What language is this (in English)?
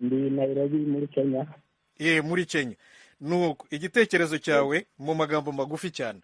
Kinyarwanda